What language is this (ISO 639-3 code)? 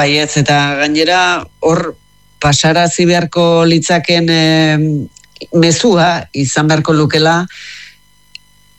eus